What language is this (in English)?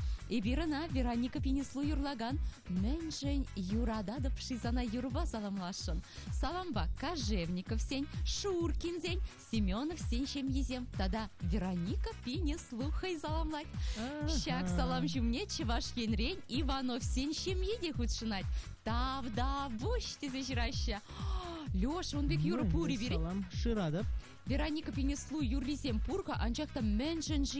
Chuvash